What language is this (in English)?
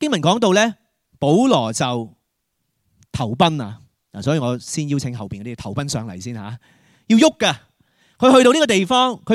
Cantonese